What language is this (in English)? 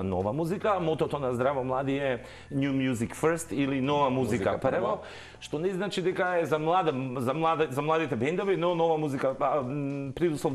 Macedonian